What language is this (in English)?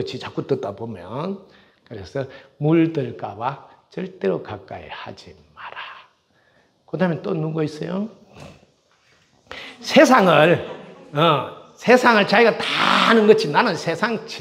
Korean